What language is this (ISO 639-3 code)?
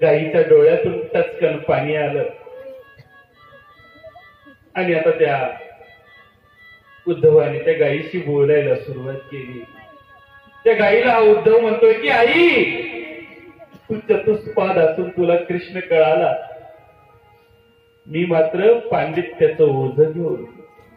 mar